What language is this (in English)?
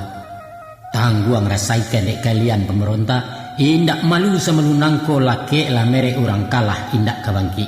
Minangkabau